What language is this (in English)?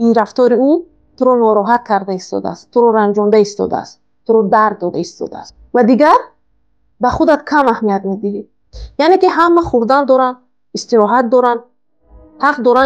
Tajik